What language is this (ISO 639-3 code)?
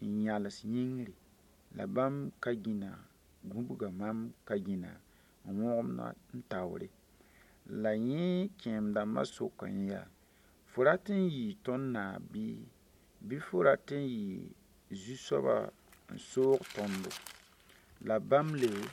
mos